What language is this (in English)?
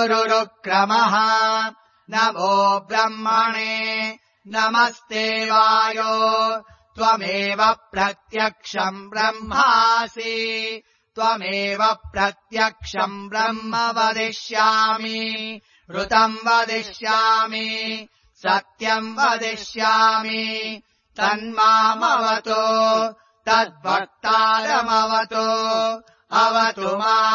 Sanskrit